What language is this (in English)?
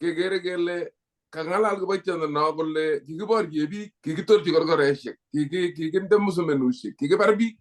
Kalenjin